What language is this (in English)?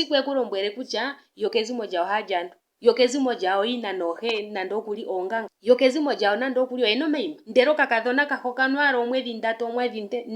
Ndonga